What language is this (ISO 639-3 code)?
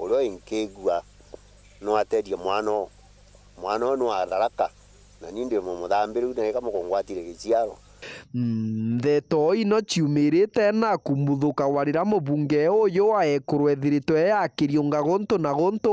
mer